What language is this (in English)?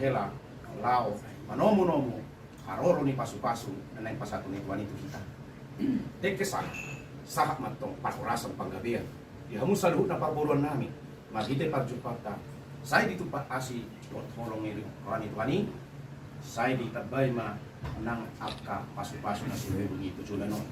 Batak Toba